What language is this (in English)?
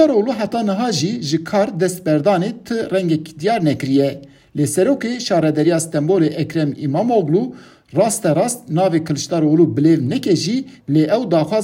Kurdish